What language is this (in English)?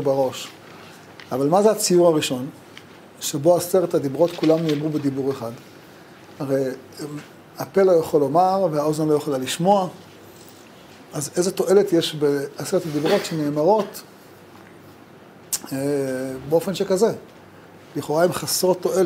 Hebrew